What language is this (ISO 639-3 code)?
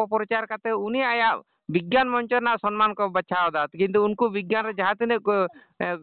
sat